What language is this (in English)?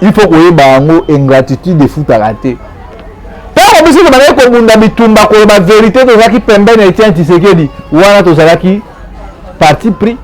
Lingala